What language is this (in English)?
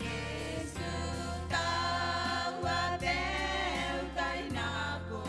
Gilbertese